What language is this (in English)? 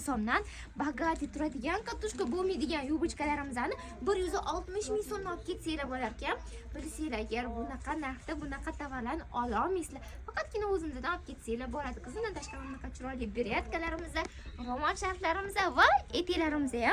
Uzbek